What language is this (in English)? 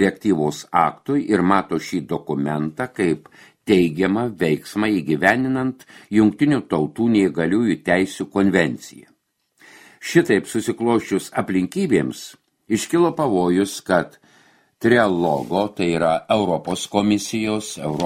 Lithuanian